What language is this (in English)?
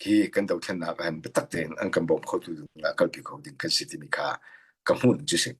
Hakha Chin